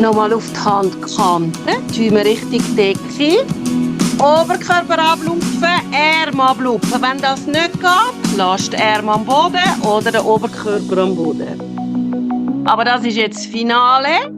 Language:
Swiss German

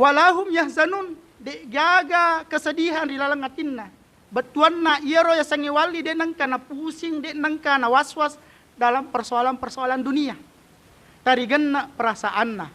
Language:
Buginese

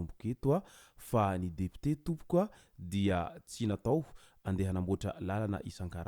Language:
Malagasy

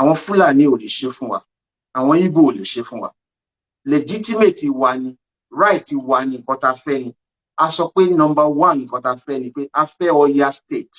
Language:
Yoruba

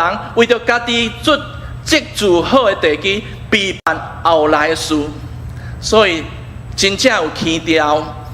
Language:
Min Nan Chinese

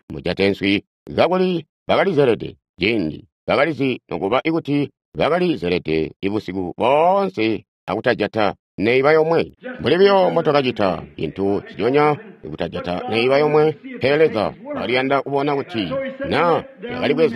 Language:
Tonga (Zambia)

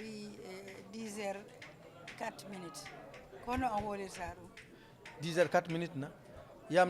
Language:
Fula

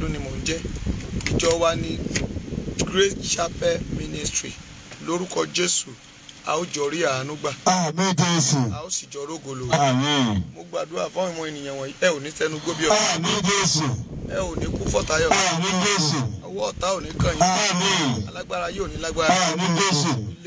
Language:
Yoruba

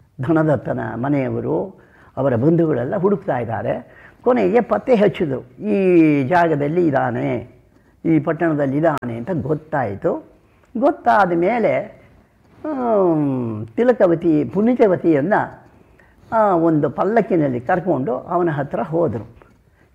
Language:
Kannada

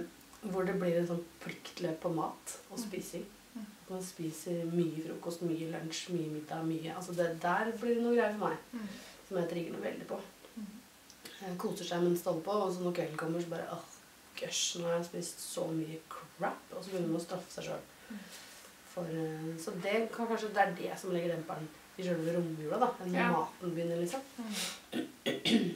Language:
Norwegian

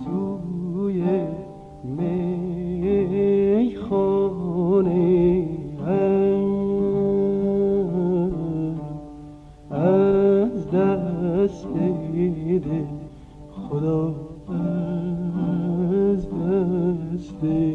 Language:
Persian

